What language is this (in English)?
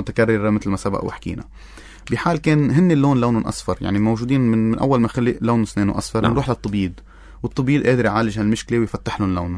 North Levantine Arabic